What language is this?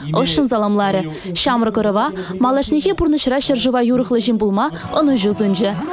Chuvash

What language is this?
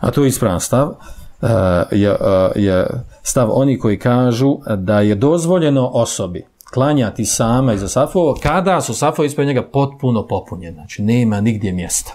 Bosnian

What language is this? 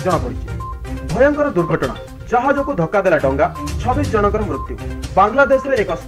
Odia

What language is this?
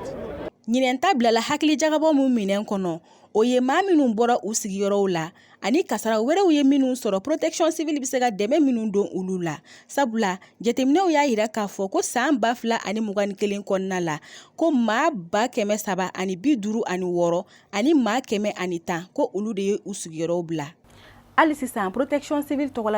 Bambara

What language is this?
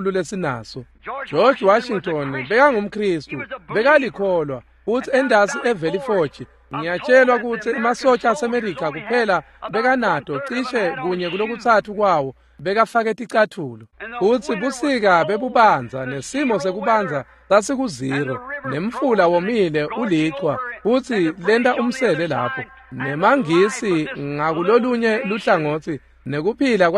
Swati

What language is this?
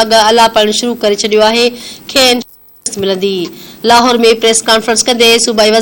Sindhi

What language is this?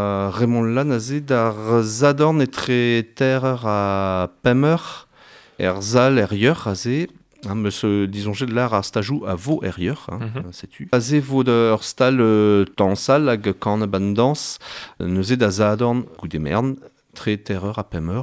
Breton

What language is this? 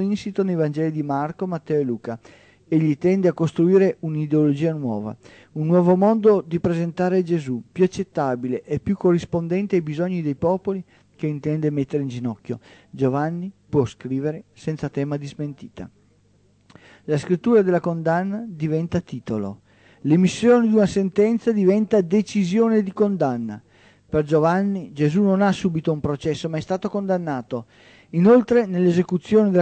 Italian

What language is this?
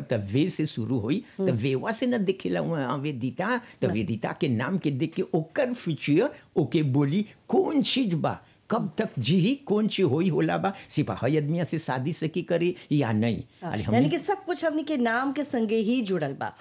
Bhojpuri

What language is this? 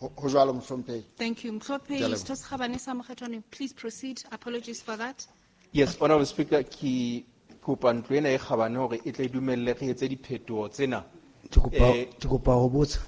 Southern Sotho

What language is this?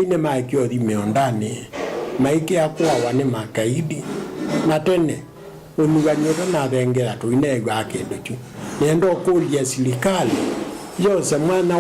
Kamba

